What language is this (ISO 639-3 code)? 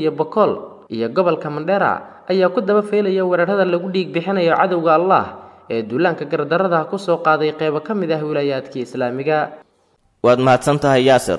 som